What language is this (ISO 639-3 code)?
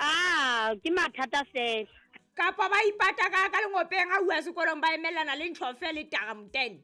sot